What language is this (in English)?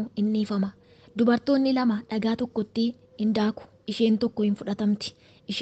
Oromo